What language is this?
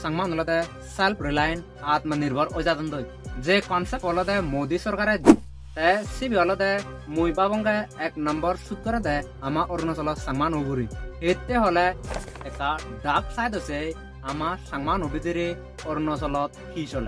Chakma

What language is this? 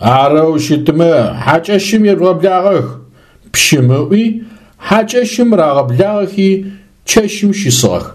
Adyghe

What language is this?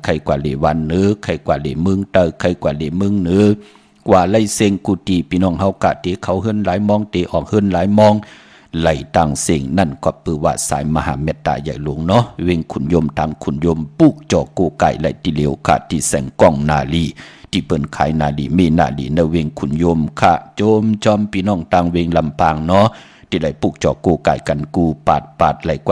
Shan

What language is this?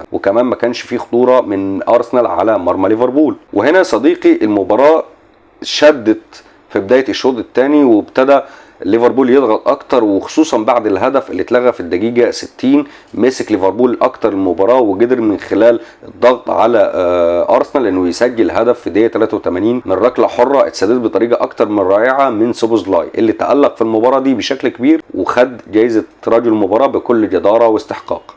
Egyptian Arabic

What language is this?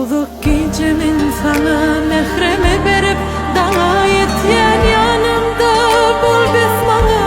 Turkmen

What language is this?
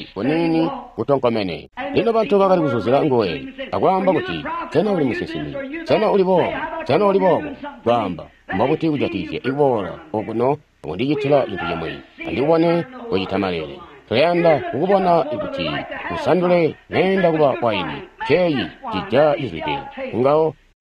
Tonga (Zambia)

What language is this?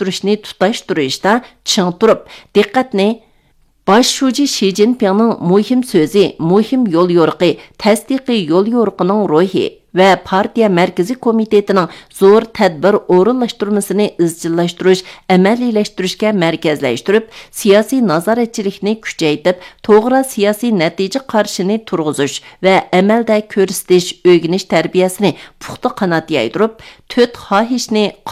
Uyghur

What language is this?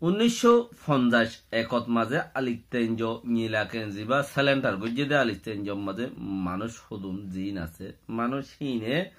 Rohingya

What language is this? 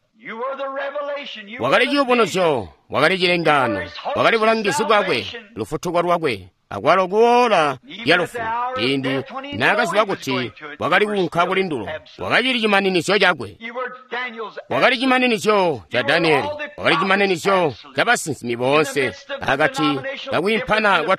Tonga (Zambia)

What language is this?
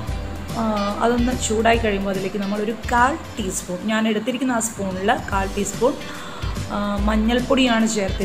Malayalam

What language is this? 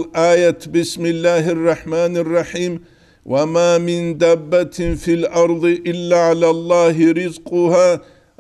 Avaric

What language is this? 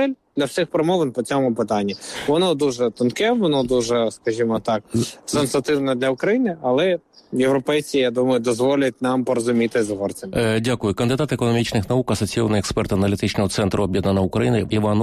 Ukrainian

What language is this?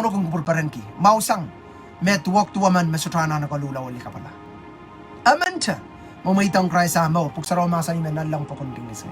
Pohnpeian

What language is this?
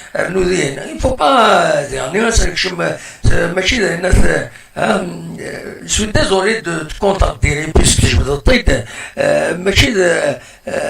Kabyle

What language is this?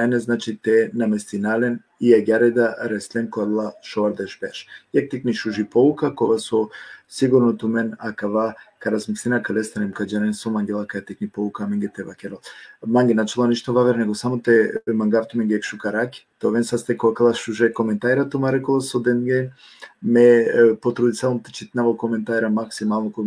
Balkan Romani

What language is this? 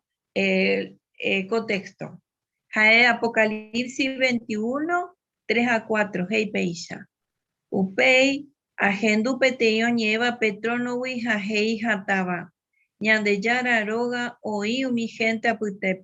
Guarani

